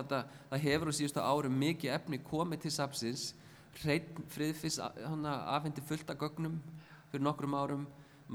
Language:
Icelandic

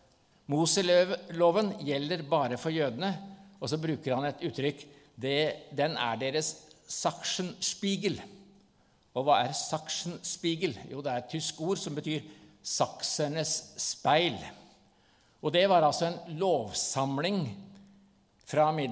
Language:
Norwegian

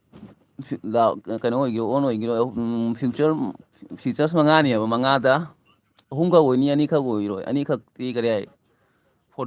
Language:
Manipuri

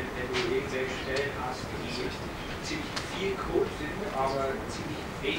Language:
German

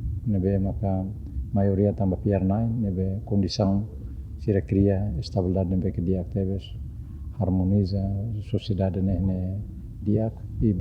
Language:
Tetum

